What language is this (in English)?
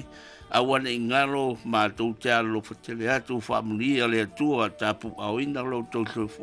Samoan